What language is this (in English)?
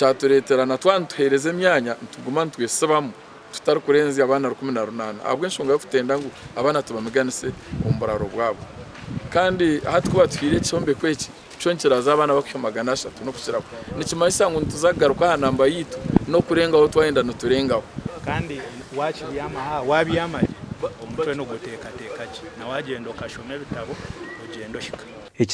Nyankole